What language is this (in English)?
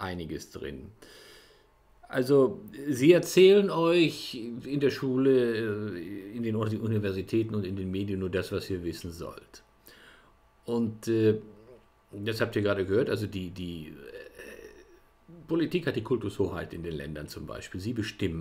German